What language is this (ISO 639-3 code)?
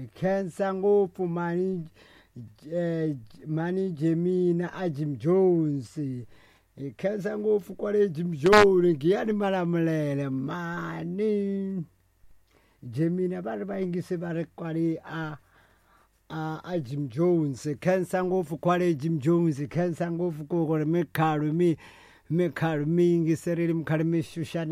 tso